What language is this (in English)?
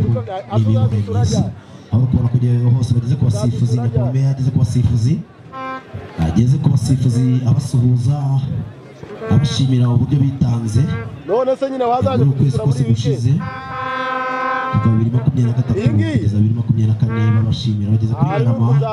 Kinyarwanda